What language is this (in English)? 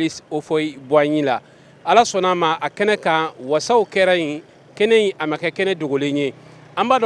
Bambara